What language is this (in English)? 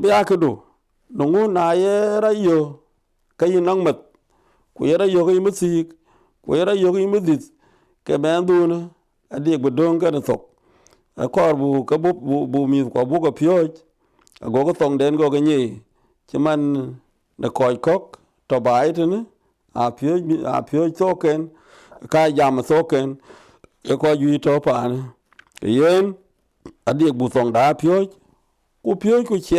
Dinka